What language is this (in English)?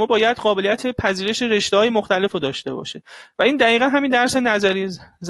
Persian